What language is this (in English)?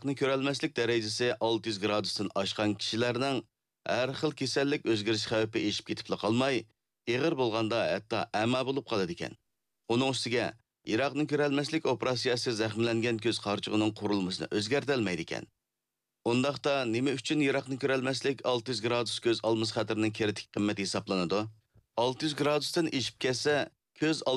Uyghur